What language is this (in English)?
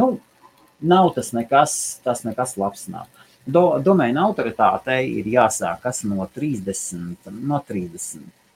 Latvian